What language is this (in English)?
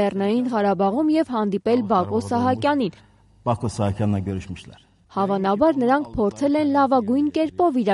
Armenian